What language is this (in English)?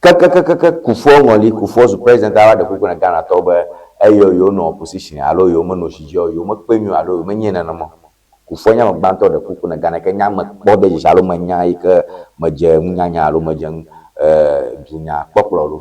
Ewe